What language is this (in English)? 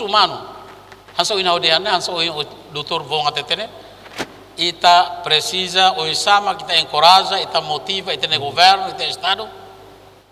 Tetum